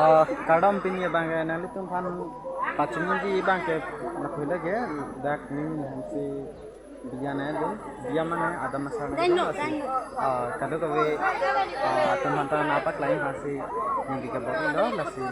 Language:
Karbi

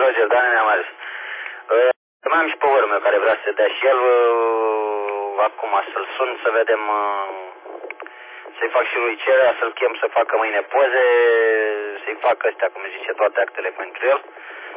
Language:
Romanian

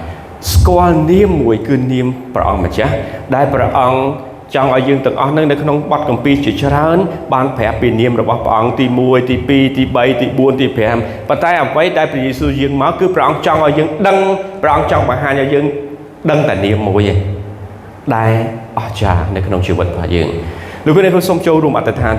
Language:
Khmer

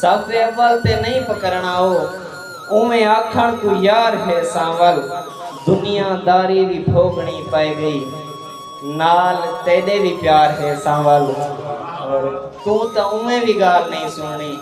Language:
Saraiki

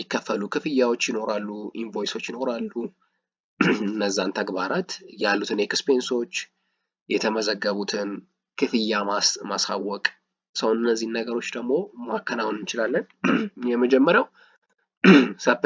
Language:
Amharic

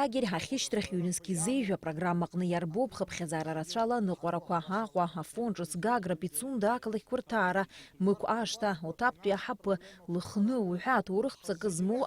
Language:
Abkhazian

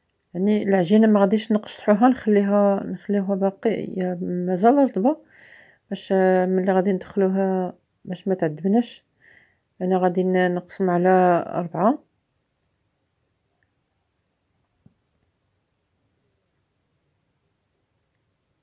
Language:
Moroccan Arabic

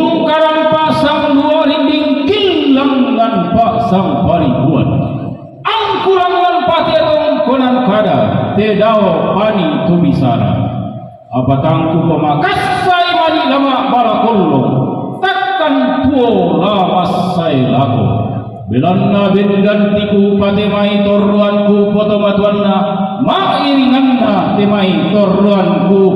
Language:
Toraja-Sa'dan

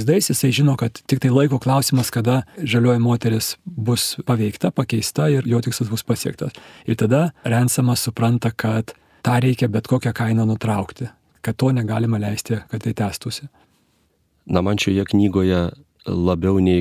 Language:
Lithuanian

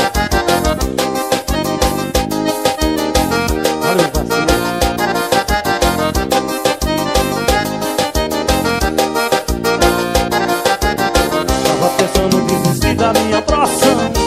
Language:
Portuguese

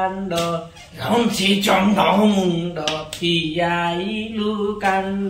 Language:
Odia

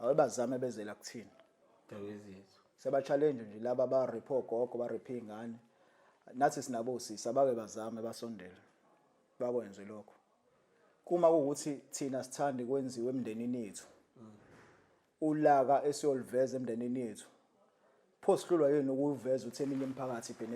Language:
Zulu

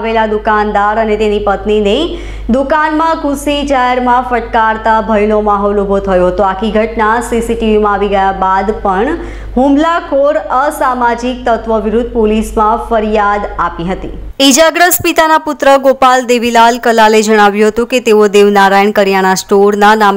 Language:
Gujarati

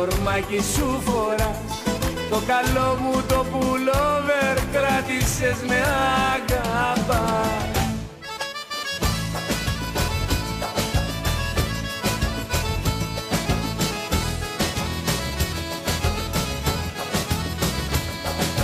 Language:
Greek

